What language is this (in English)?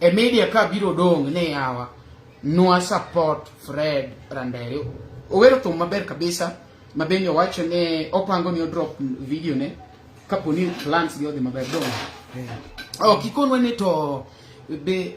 Luo (Kenya and Tanzania)